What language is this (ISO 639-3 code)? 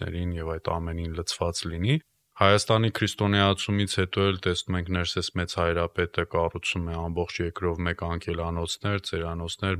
hye